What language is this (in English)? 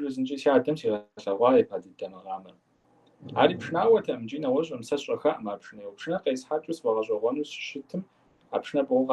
Kabardian